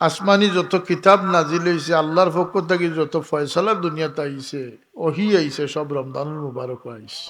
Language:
Sylheti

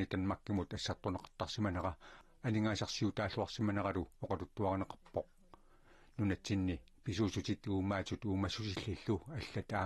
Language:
Kalaallisut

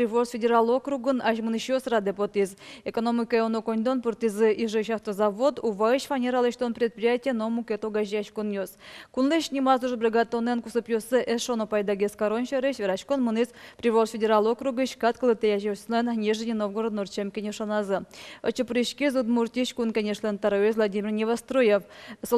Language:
Udmurt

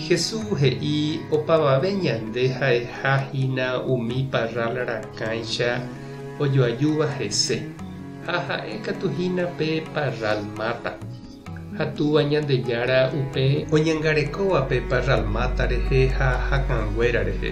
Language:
Guarani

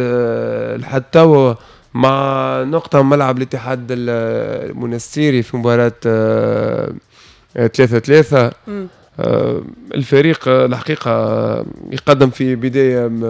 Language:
Tunisian Arabic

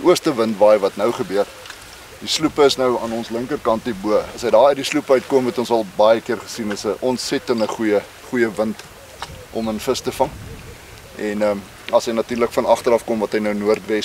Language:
Afrikaans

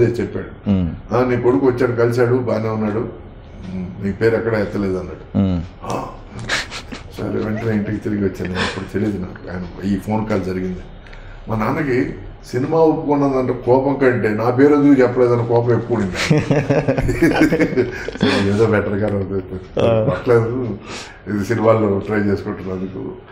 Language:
Telugu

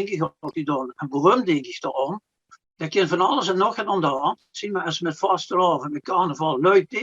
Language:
Limburgish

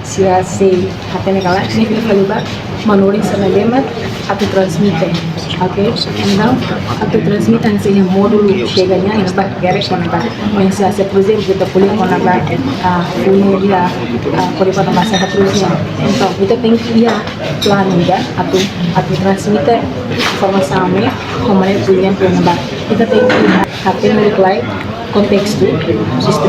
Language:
Tetum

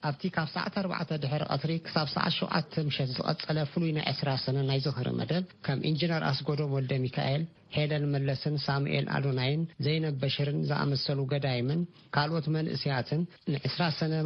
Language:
Tigrinya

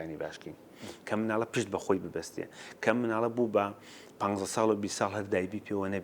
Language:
Central Kurdish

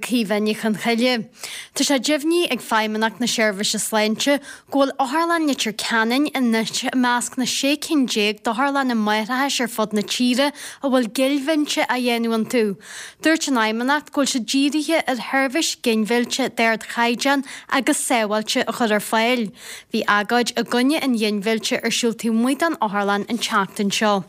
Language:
Irish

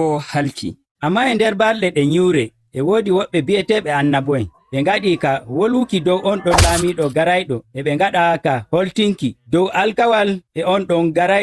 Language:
Nigerian Fulfulde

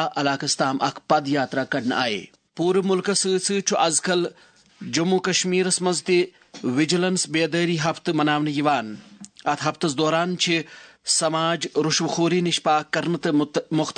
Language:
Kashmiri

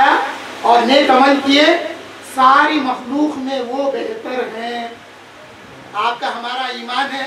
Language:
Urdu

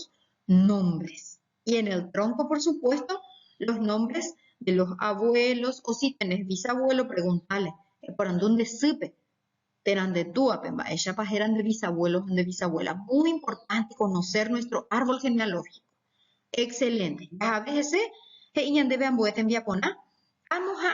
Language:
Guarani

